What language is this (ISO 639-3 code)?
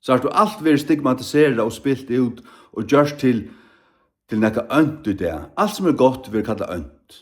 fao